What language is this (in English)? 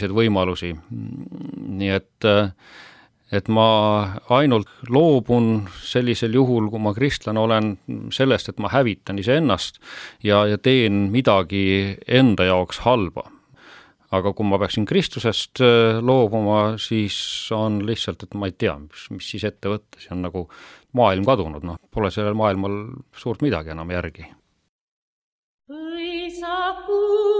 Estonian